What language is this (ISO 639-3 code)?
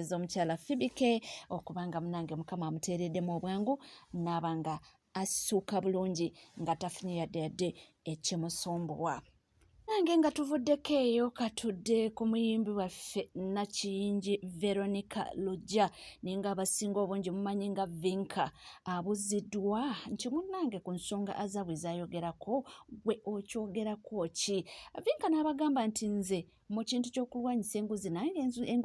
lug